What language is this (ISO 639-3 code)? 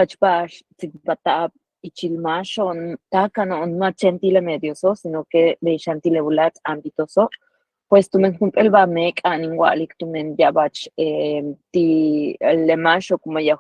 yua